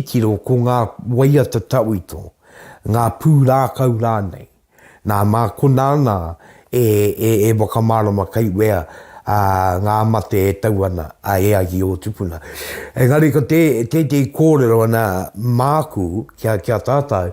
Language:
Māori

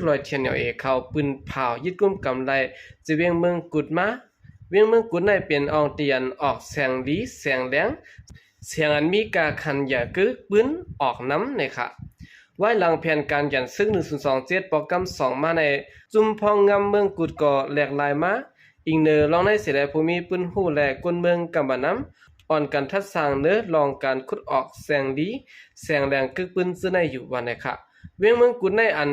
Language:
Shan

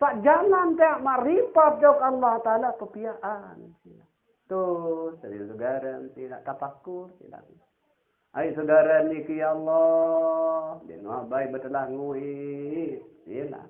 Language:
Sasak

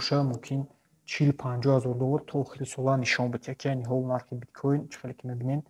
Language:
Tajik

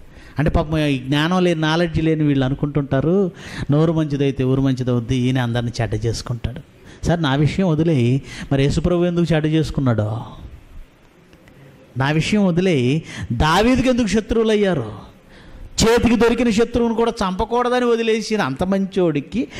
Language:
Telugu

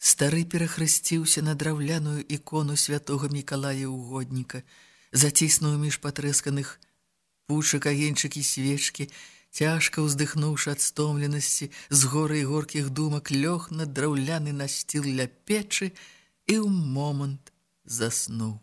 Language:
Belarusian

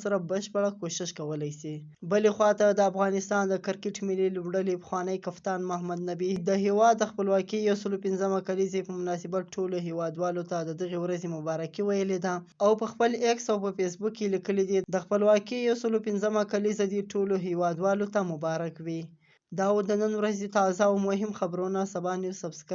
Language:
Pashto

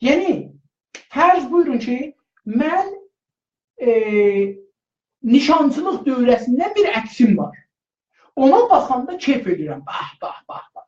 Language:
South Azerbaijani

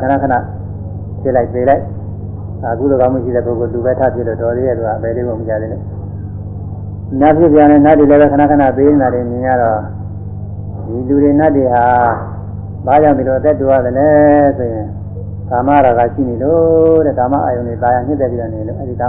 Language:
Burmese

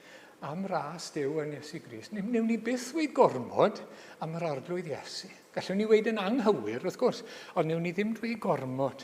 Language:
Welsh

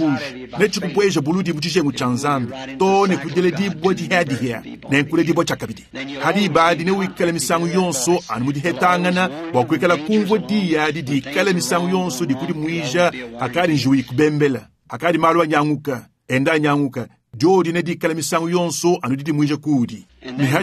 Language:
Luba-Lulua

